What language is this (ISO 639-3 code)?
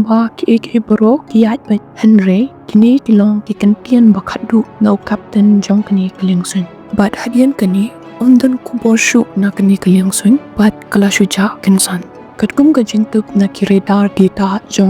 kha